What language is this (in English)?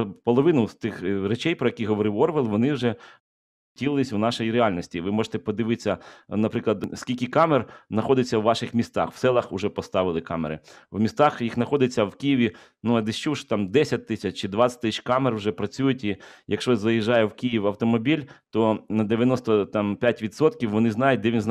Ukrainian